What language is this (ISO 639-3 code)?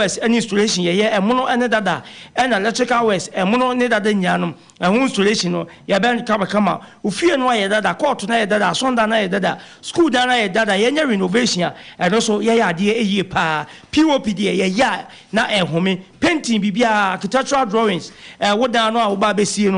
aka